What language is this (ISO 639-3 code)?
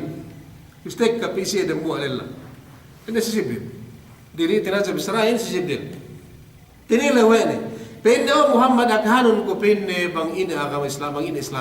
yka